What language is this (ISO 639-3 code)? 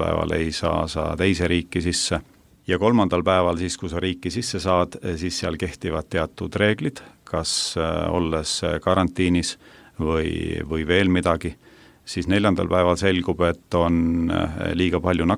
est